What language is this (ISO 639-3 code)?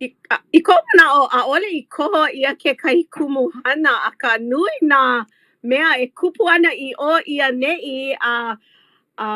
haw